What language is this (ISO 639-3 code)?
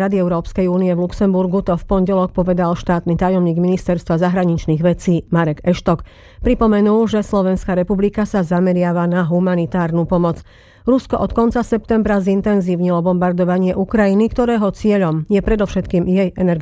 slk